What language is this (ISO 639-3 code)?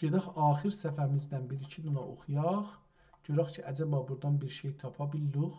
azb